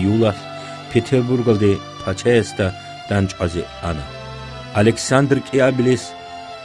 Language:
Avaric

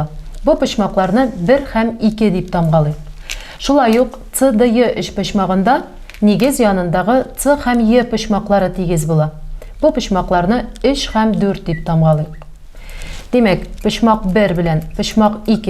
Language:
Tatar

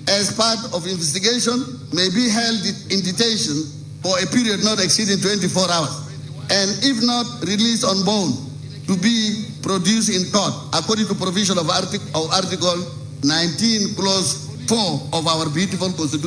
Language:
Nuer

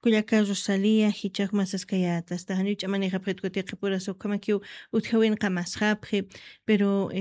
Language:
Aymara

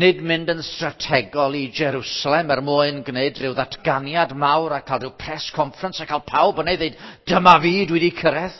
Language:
Welsh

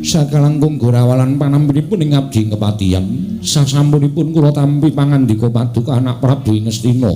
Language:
Javanese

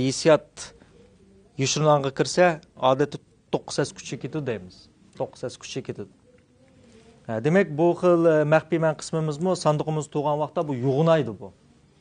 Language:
Uyghur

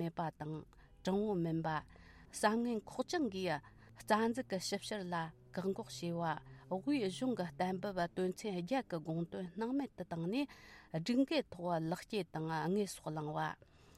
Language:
Tibetan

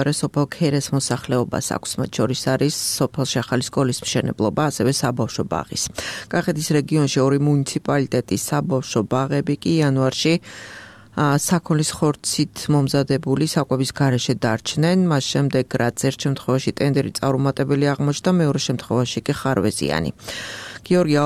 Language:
Georgian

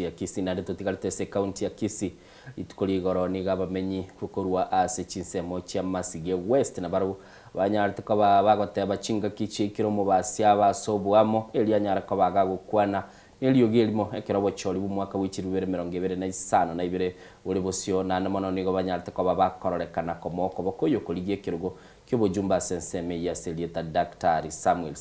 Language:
Gusii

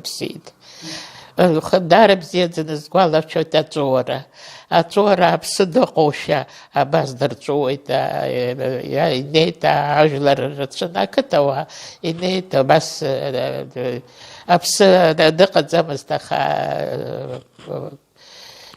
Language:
Abkhazian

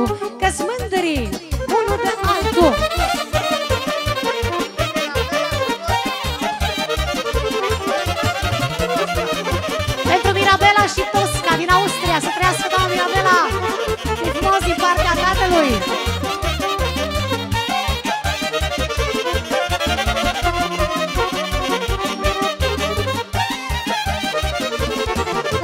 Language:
Romanian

